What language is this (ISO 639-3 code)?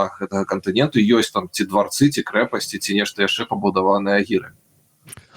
bel